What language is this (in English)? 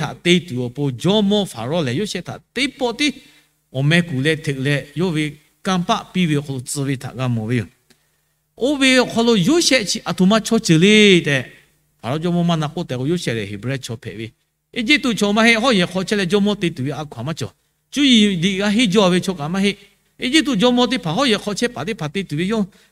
Lahu